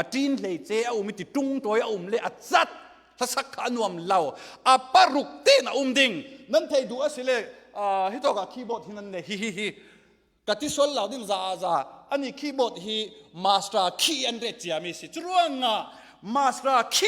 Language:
Falam Chin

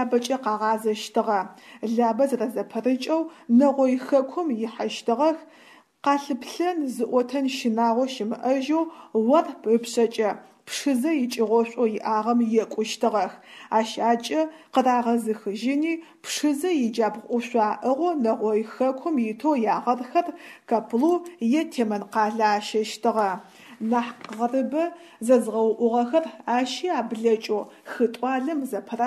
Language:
Adyghe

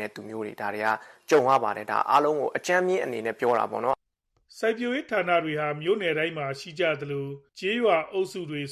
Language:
Burmese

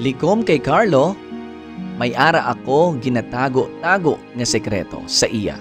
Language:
Hiligaynon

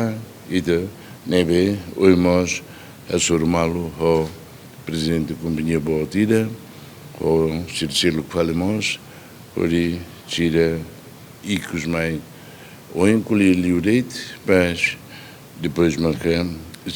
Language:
Tetum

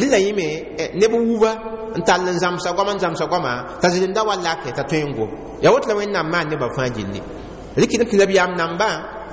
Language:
Mossi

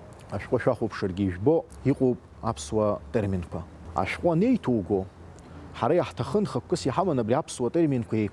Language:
Abkhazian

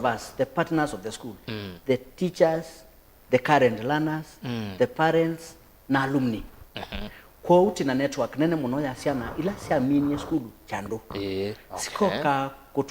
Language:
Kamba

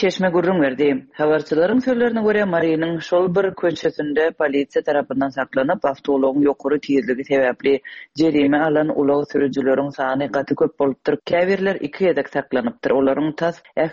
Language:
Turkmen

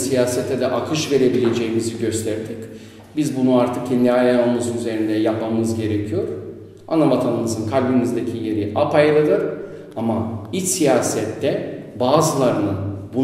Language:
Turkish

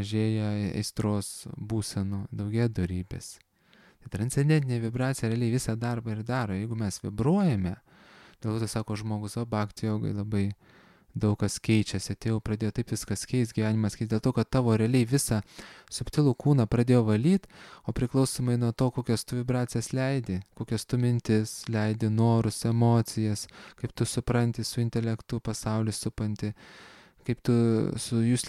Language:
Lithuanian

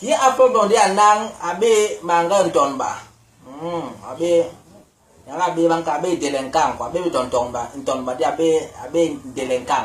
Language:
Basaa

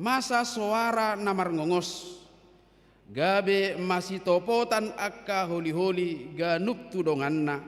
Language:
Batak Toba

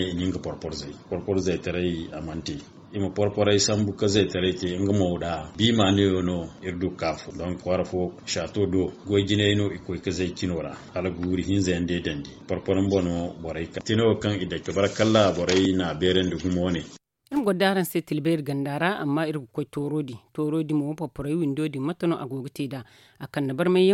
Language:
Zarma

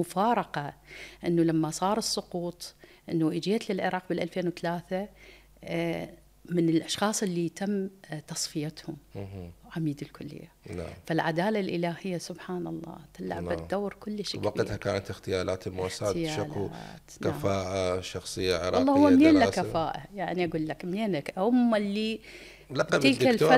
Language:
Mesopotamian Arabic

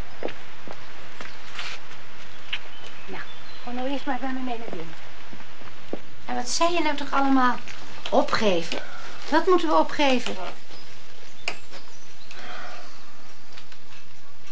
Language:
Dutch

